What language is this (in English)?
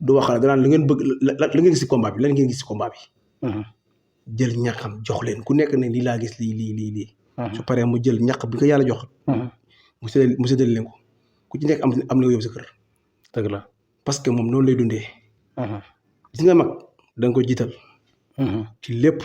Wolof